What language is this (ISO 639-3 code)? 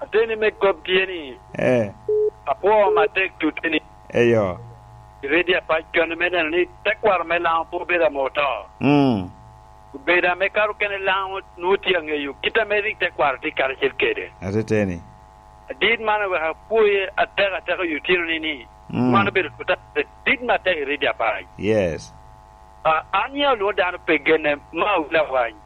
laj